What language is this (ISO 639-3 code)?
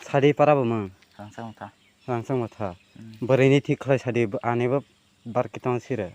trp